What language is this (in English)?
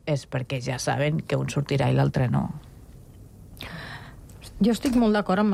Catalan